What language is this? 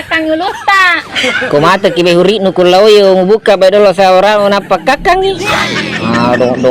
Buginese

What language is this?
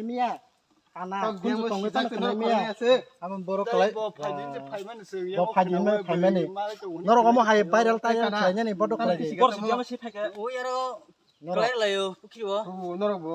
Kok Borok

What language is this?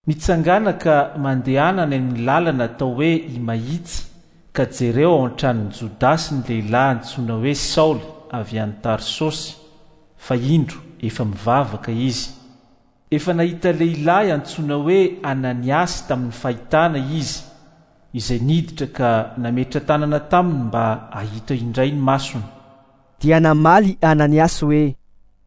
Malagasy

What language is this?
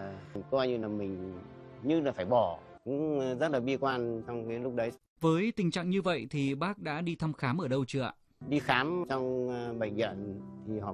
Vietnamese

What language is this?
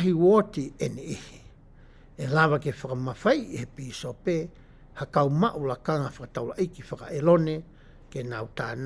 Tongan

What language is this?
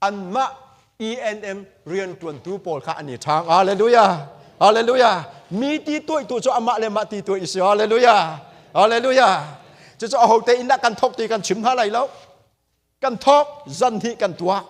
Hakha Chin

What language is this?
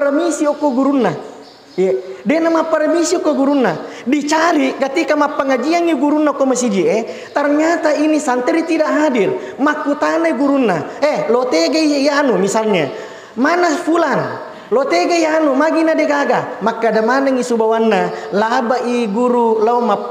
Buginese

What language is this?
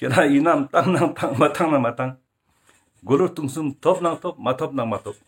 Ladakhi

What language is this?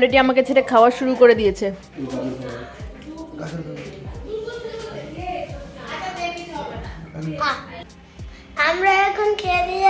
Bangla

